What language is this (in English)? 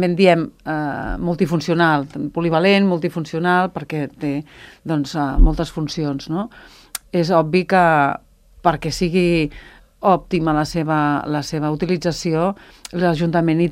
Catalan